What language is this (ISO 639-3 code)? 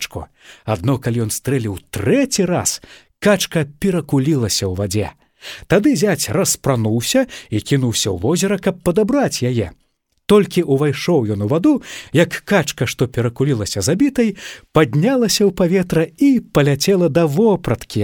bel